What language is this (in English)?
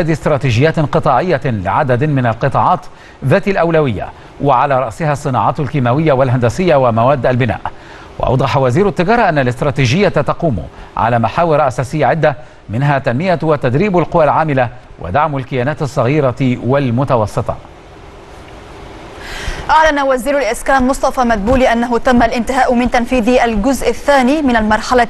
Arabic